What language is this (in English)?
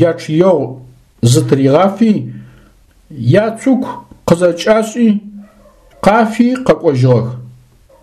Adyghe